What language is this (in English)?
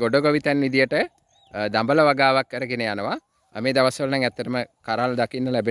Sinhala